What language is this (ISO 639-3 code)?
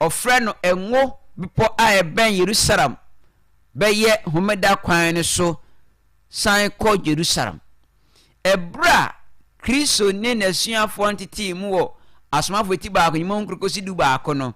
aka